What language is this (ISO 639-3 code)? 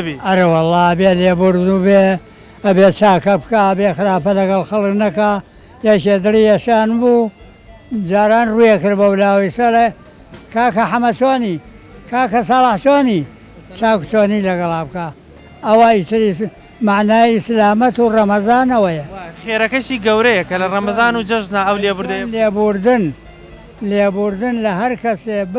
ckb